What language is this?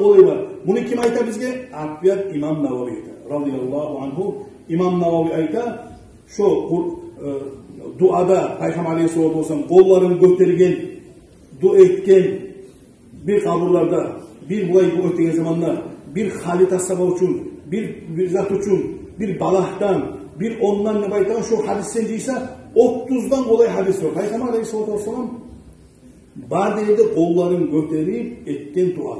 Kumyk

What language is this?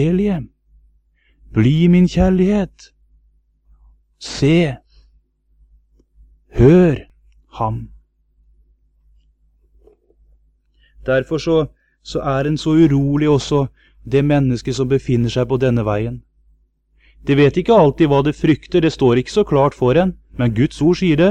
Norwegian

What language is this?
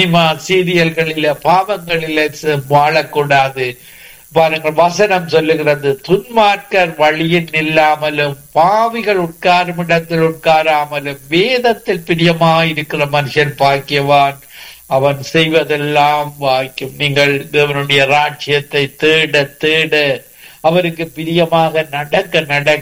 Tamil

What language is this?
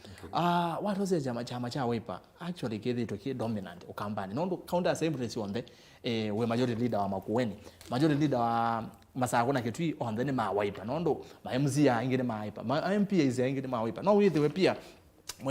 Kamba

